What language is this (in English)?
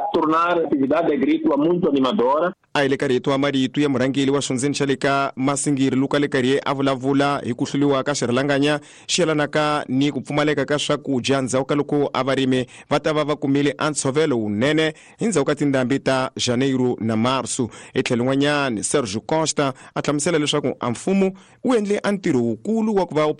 Tsonga